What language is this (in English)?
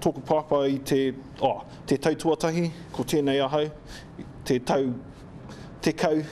Māori